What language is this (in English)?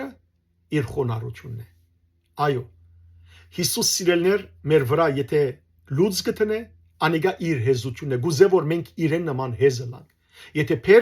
Western Armenian